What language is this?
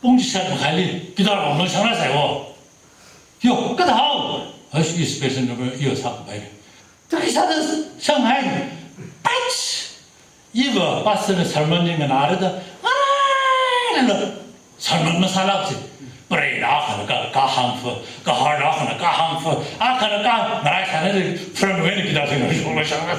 Tangkhul Naga (India)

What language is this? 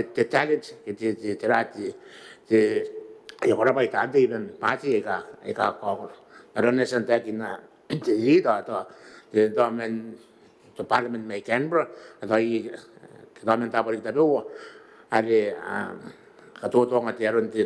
Gilbertese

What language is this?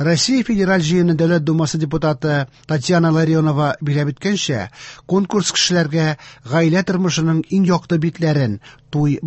Tatar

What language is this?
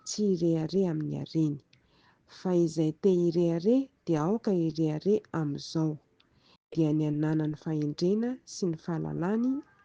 Malagasy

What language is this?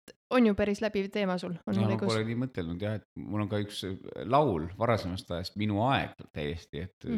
Estonian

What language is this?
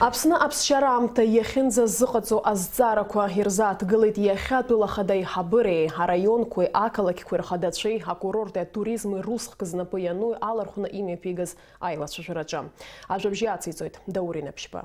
Abkhazian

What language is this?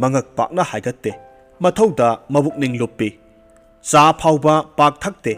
Manipuri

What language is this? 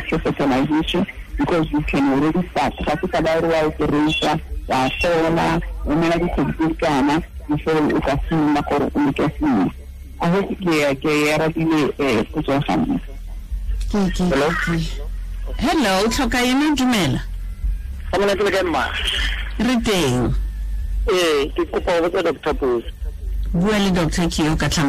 Tswana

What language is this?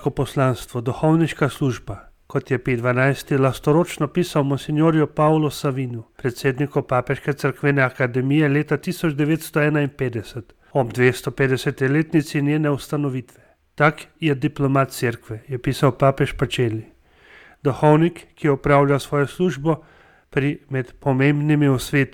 Slovenian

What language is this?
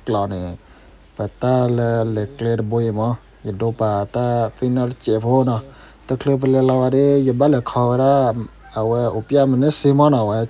S'gaw Karen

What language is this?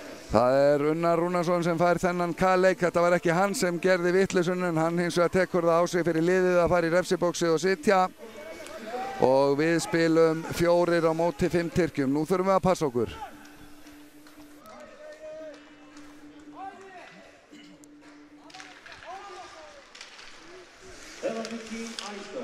Icelandic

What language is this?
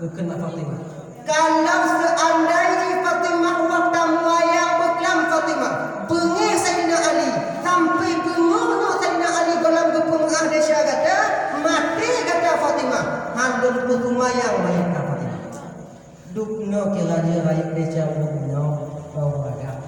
Achinese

